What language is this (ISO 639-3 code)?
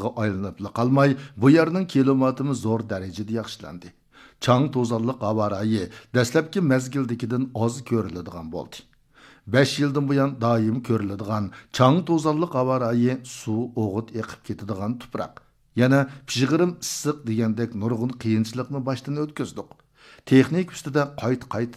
uig